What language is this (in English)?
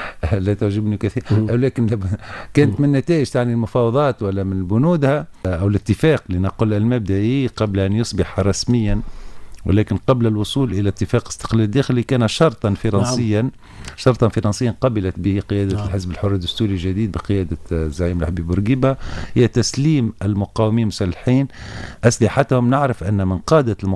Arabic